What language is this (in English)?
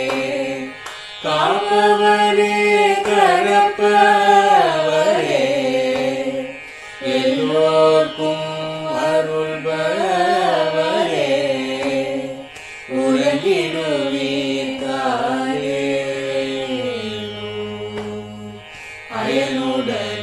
Tamil